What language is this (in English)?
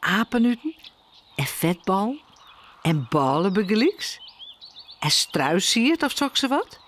Western Frisian